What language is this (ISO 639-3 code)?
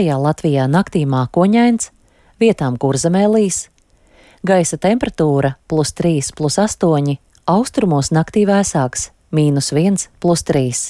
lav